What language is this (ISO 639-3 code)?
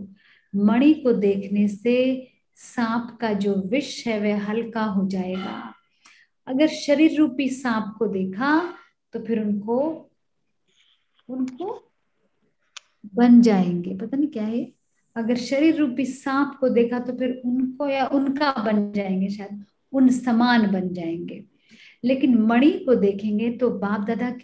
hin